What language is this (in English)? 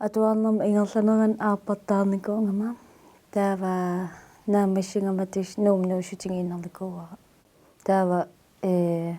Kalaallisut